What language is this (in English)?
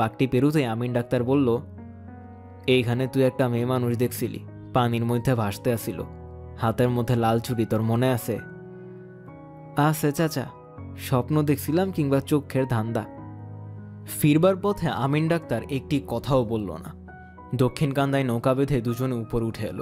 Bangla